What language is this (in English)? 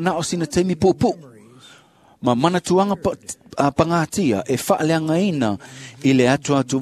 Samoan